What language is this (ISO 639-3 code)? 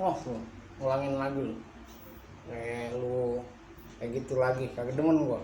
bew